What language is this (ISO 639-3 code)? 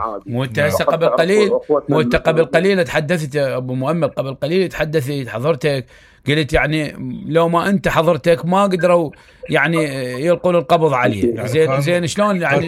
acm